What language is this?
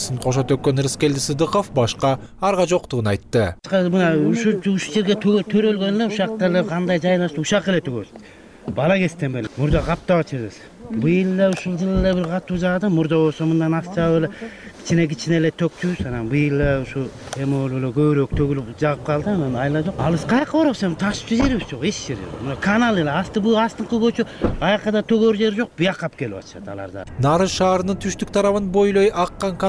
Kyrgyz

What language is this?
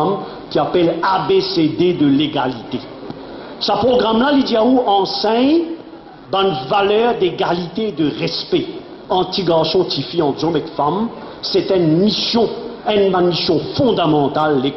Morisyen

